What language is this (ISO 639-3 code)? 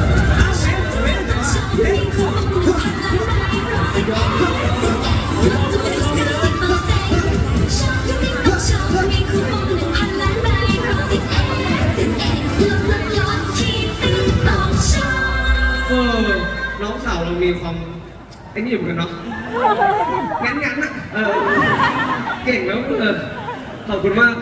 tha